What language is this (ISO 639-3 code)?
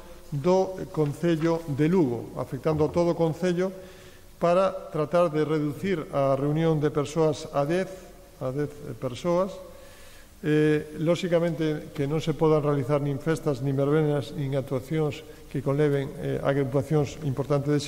glg